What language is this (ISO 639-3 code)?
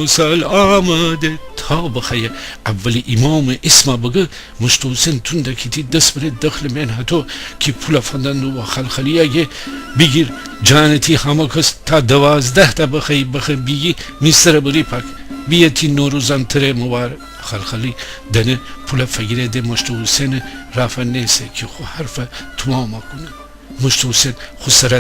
glk